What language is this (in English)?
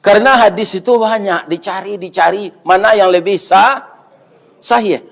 Minangkabau